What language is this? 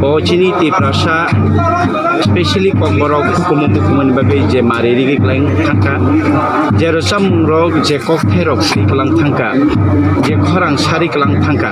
Kok Borok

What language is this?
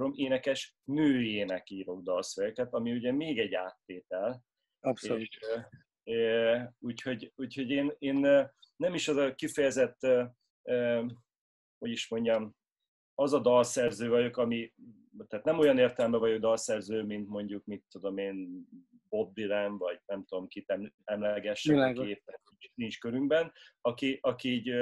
Hungarian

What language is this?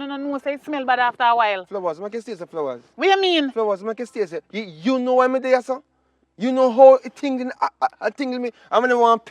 Jamaican Creole English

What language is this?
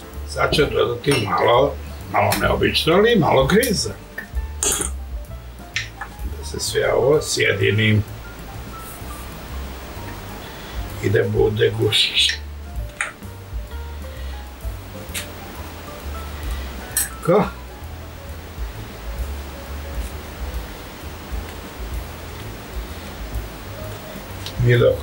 Serbian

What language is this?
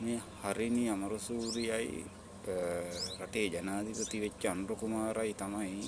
Sinhala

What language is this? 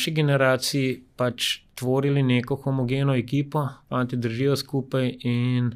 Slovenian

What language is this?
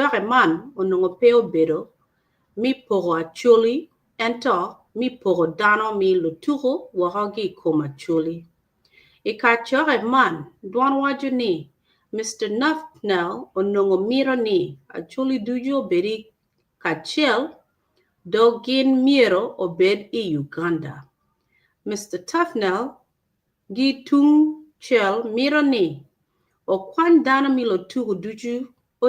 Acoli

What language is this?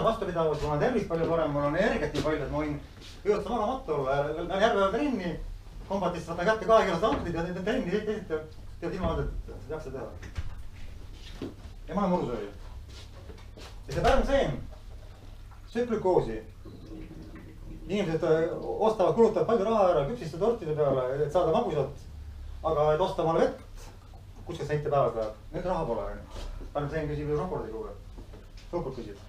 Estonian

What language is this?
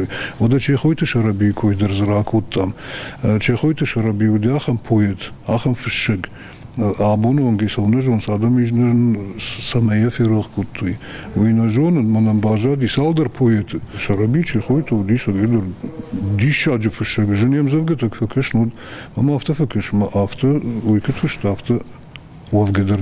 Ossetic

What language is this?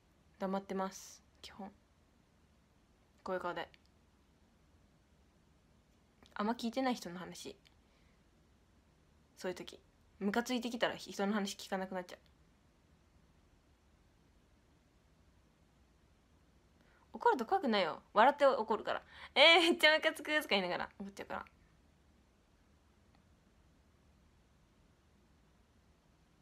Japanese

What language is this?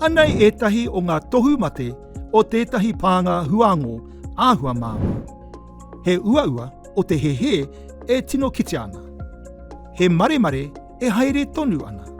Māori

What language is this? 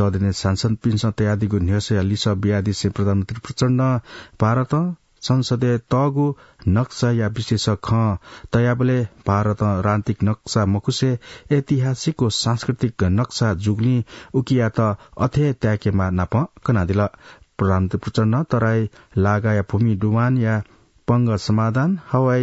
Newari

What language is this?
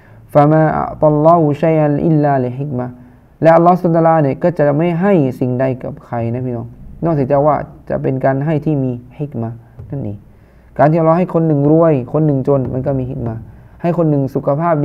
Thai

